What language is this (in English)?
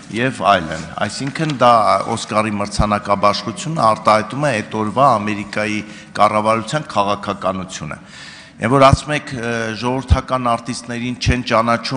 Armenian